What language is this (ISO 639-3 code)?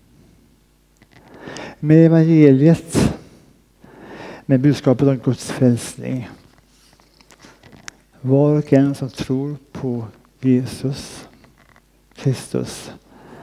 swe